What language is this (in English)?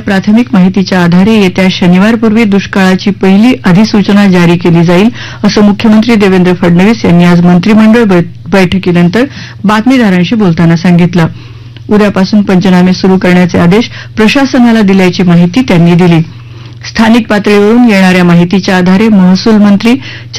Marathi